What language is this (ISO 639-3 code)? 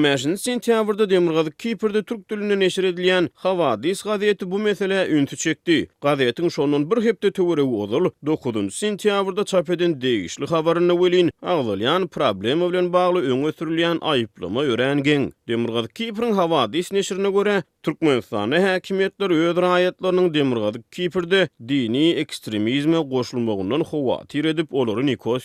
tuk